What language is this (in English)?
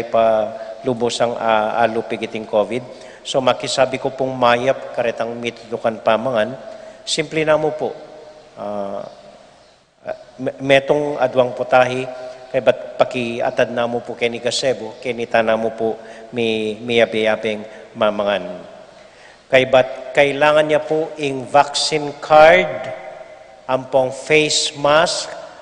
Pampanga